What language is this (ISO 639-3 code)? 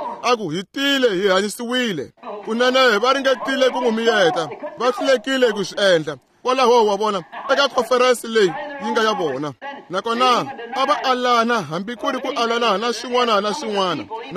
tso